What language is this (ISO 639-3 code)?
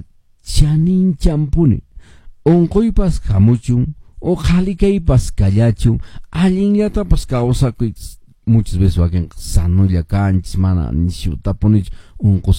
que